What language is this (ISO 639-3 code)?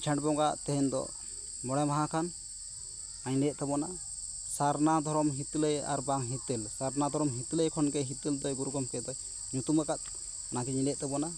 sat